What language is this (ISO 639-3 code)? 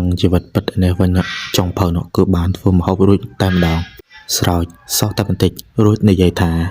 khm